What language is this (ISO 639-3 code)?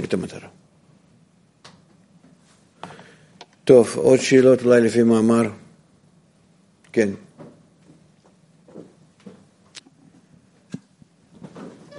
heb